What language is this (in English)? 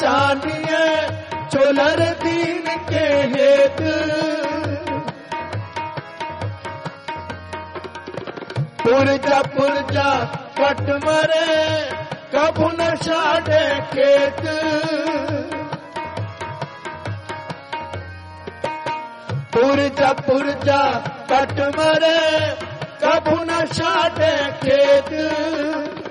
Hindi